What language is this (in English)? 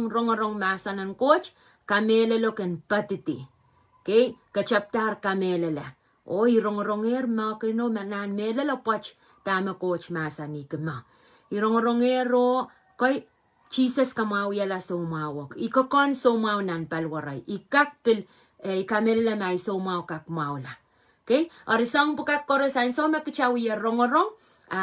Pohnpeian